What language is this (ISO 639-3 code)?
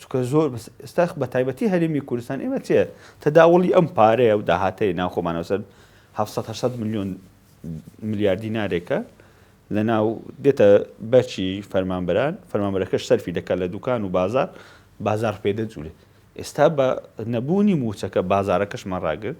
ckb